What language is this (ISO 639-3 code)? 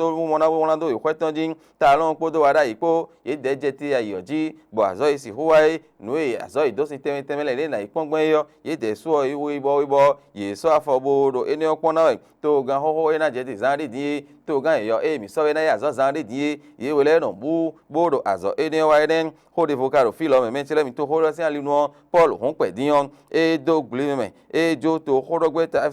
fon